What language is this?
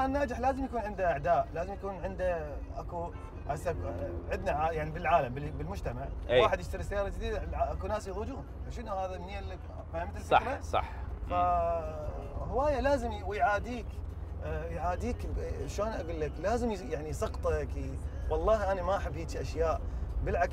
Mesopotamian Arabic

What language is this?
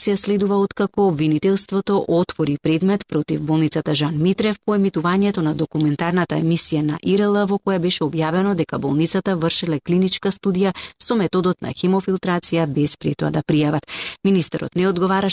Macedonian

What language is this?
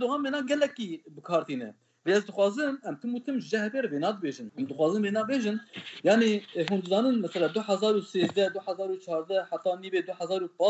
Kurdish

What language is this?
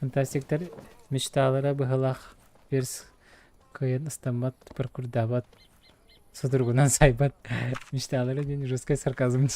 Yakut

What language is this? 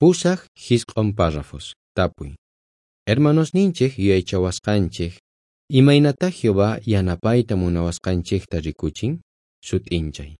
South Bolivian Quechua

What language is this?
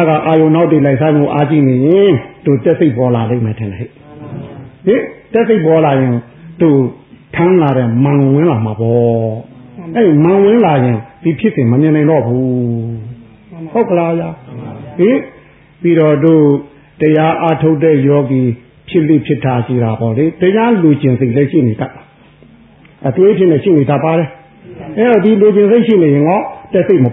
Burmese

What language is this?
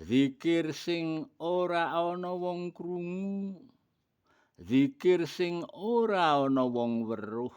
Javanese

